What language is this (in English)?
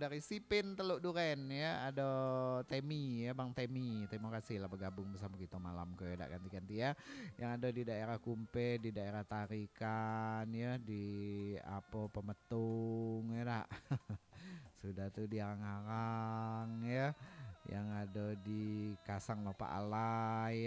Minangkabau